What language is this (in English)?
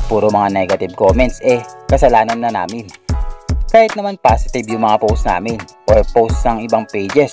Filipino